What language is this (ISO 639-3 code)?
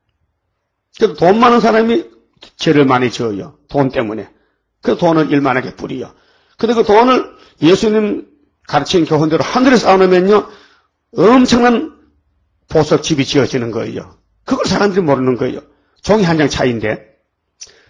kor